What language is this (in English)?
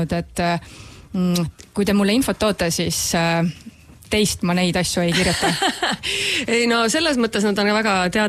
Estonian